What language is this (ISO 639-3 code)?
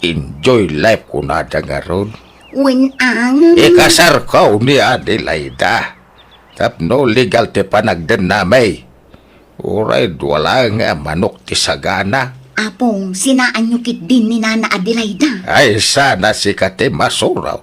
ilo